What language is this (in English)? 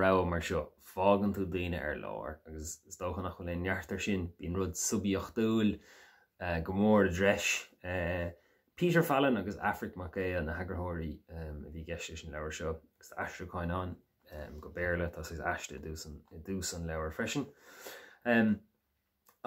Irish